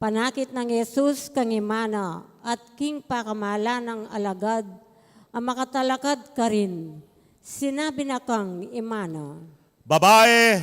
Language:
Pampanga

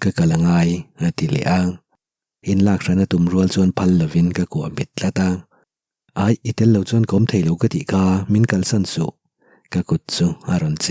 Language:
Mizo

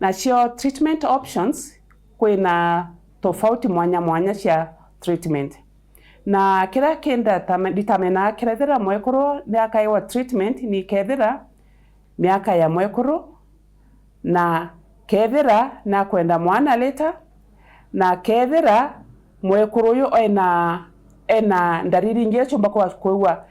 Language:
Meru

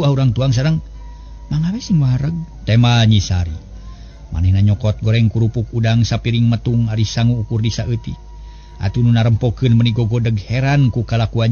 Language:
Sundanese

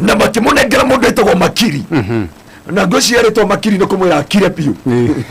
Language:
Kikuyu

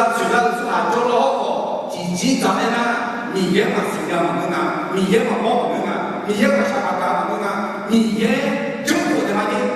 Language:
Akha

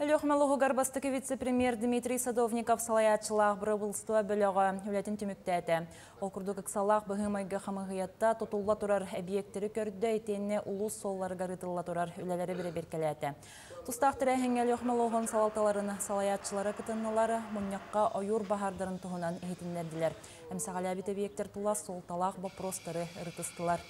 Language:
Yakut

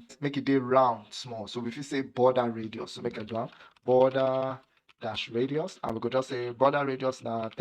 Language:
Nigerian Pidgin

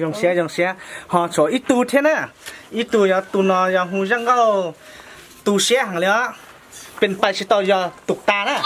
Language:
Hmong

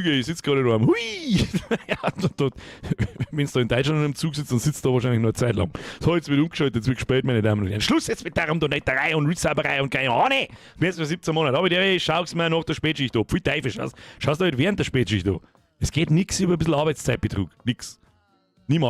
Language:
Bavarian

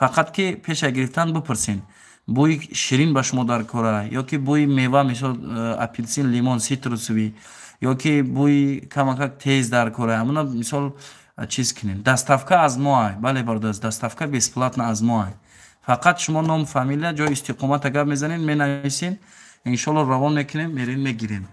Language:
Tajik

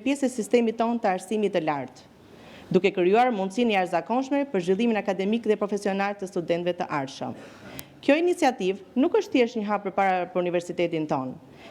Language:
Albanian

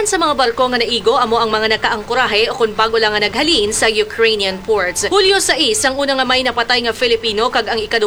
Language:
Hiligaynon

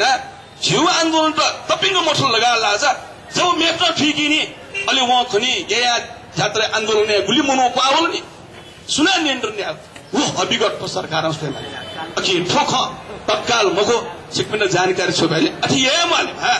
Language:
Newari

